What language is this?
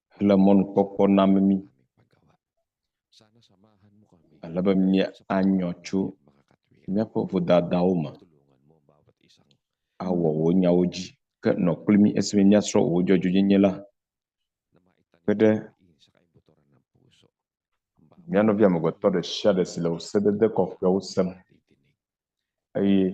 Ewe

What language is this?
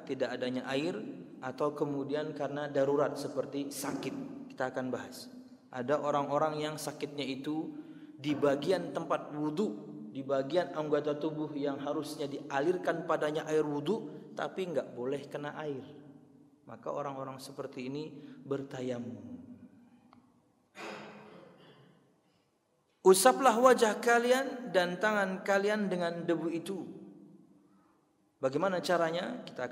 Indonesian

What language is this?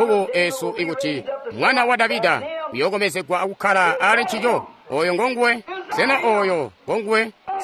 Tonga (Zambia)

